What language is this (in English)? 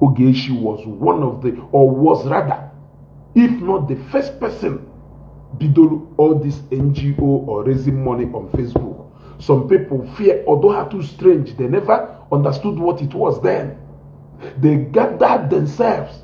Igbo